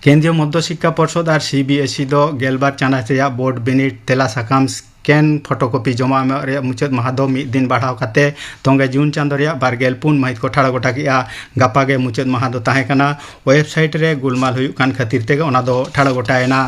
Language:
Santali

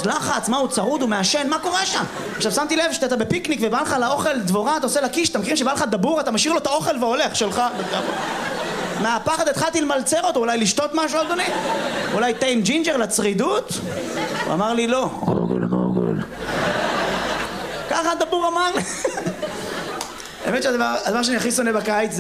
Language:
Hebrew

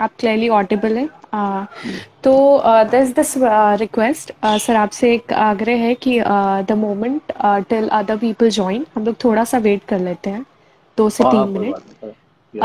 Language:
Hindi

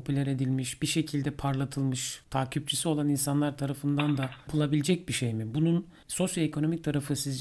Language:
Turkish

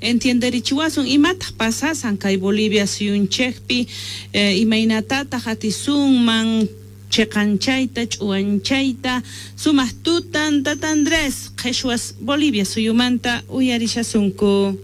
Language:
Quechua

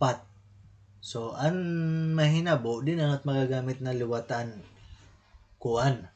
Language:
Waray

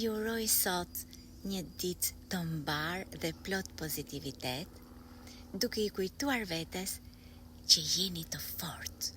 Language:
Albanian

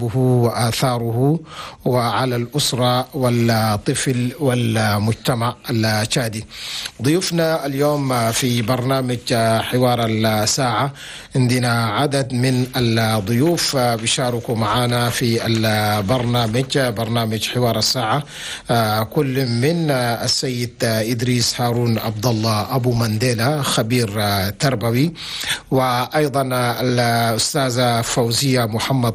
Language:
Chadian Arabic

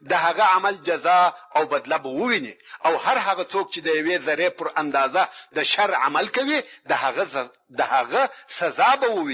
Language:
Pashto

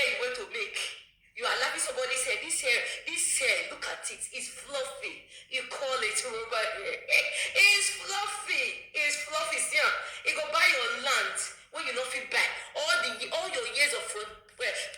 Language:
Nigerian Pidgin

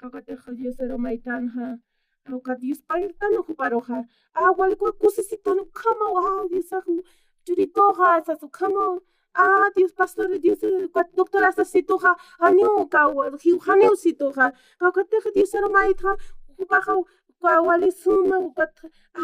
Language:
Aymara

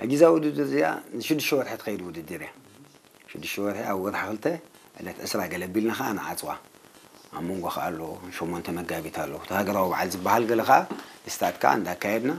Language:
Tigrinya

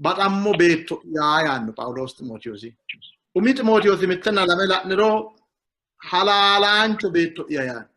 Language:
Sidamo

